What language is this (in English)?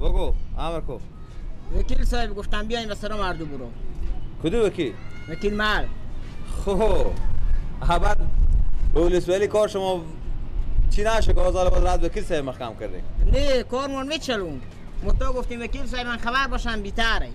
Persian